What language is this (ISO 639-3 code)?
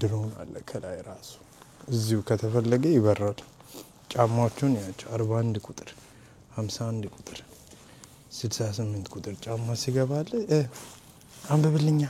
amh